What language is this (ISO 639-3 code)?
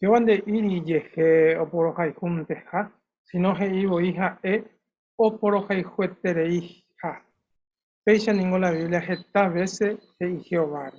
grn